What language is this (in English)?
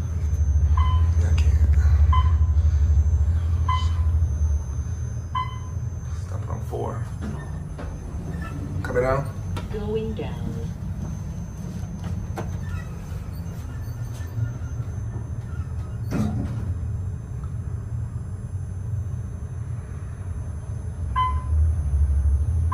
English